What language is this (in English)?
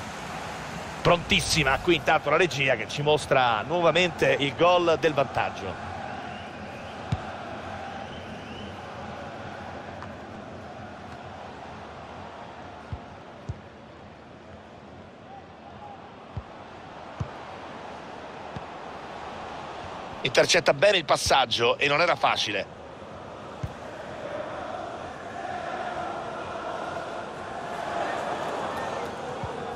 Italian